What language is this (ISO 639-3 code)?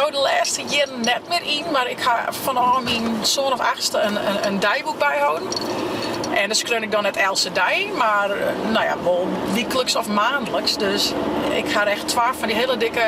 fry